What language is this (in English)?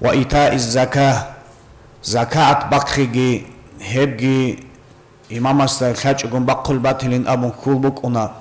Avaric